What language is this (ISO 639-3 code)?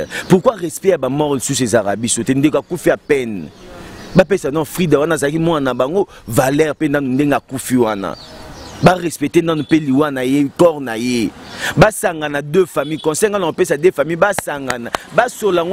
lin